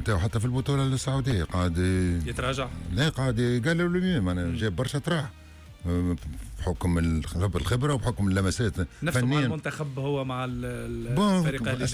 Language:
Tunisian Arabic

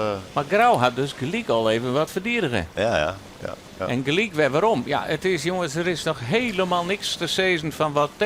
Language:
Western Frisian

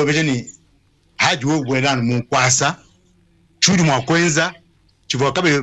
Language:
Luba-Lulua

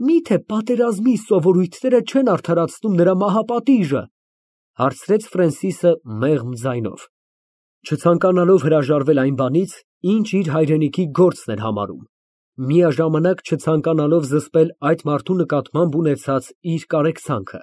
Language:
Armenian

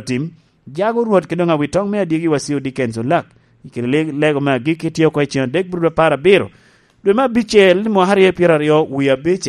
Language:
Lango (Uganda)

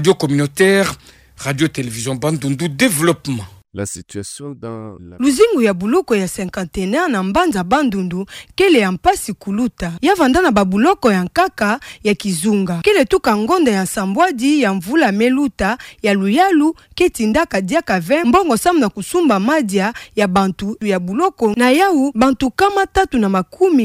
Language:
Kituba (Democratic Republic of Congo)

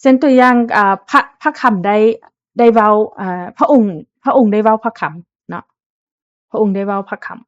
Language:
Lao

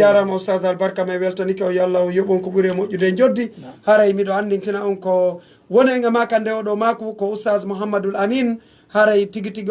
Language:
Pular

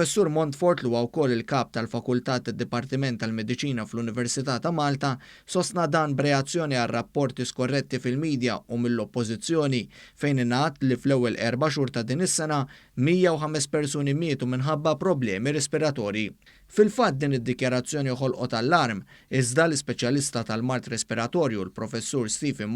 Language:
Maltese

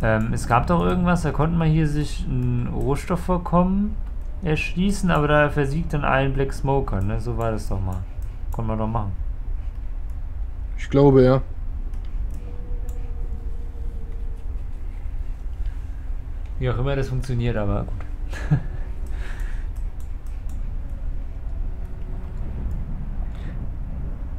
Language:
German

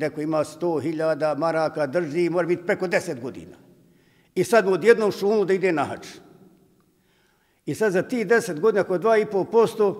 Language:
Bosnian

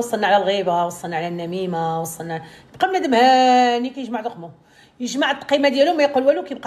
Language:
Moroccan Arabic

